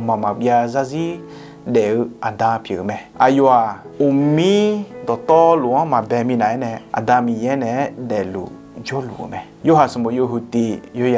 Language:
Akha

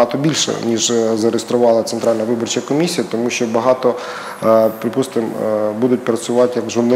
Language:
Ukrainian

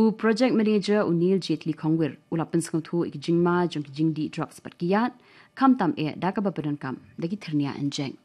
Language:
Khasi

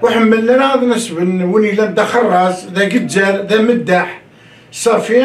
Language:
Kabyle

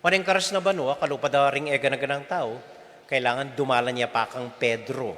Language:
Pampanga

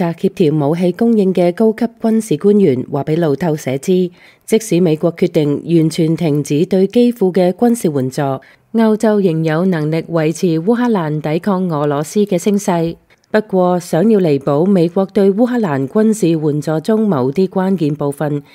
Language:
Cantonese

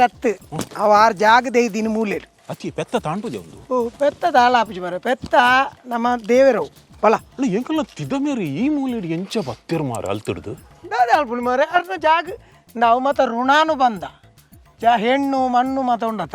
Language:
Tulu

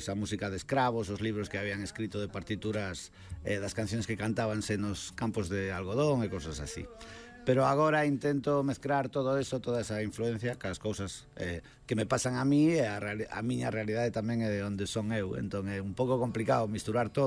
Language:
Galician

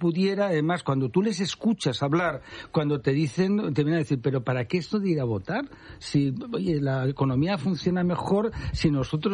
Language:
Spanish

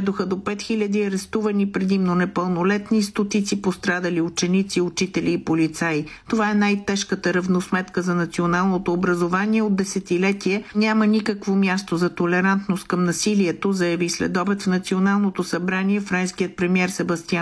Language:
Bulgarian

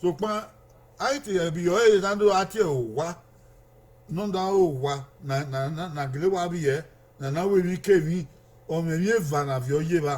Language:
Bini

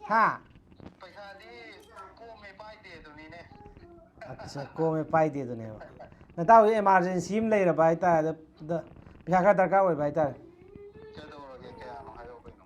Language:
Manipuri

